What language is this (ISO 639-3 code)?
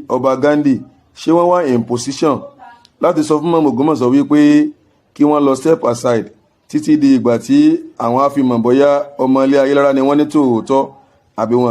yor